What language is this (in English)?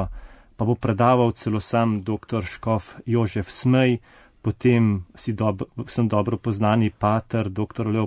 Slovenian